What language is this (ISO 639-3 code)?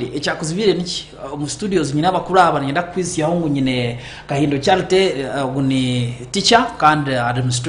nyn